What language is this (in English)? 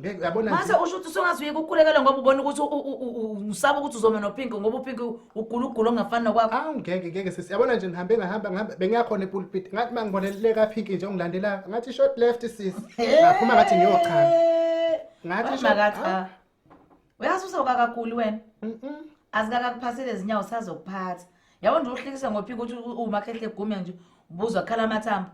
Zulu